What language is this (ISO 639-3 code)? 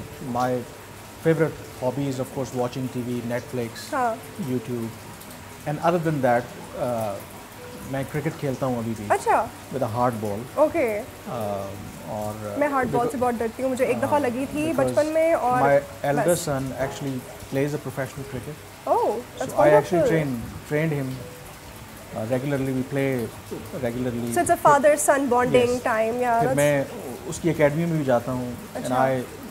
urd